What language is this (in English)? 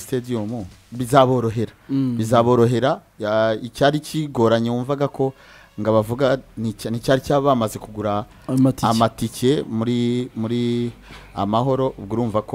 Kinyarwanda